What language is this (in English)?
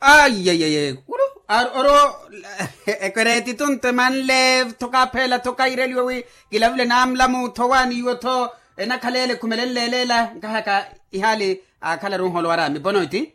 Makhuwa